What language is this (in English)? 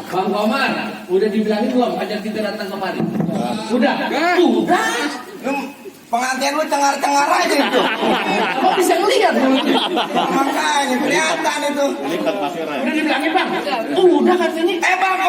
Betawi